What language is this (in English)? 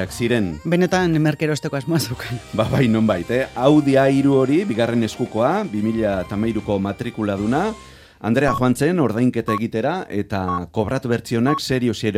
Basque